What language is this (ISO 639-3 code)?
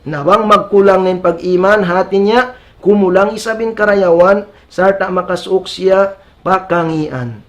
tsg